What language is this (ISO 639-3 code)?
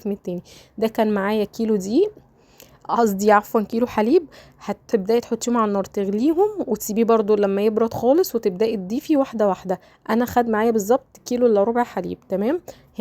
arz